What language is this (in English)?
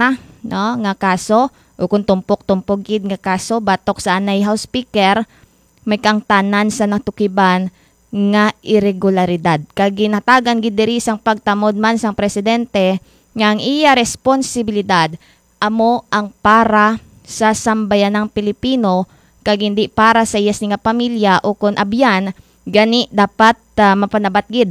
Hiligaynon